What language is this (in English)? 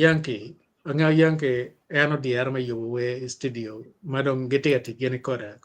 Acoli